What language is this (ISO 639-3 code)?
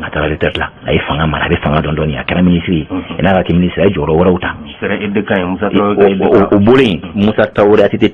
bam